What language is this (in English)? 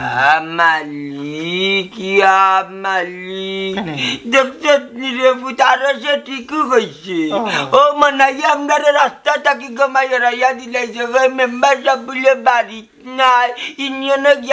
Sylheti